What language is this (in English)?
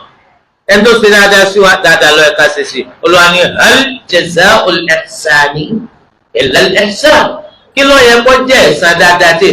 Yoruba